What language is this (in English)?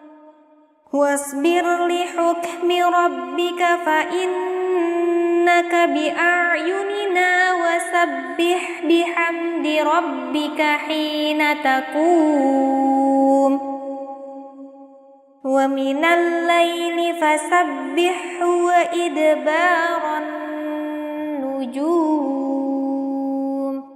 Arabic